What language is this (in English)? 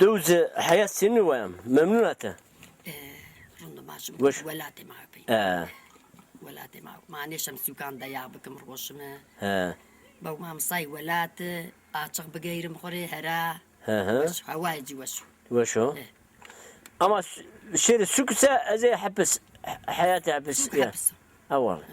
Zaza